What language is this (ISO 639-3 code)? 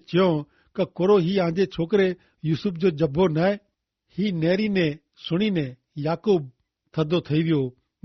kfr